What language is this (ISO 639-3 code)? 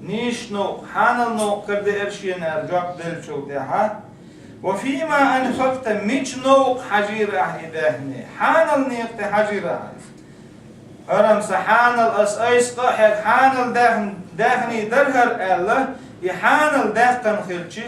che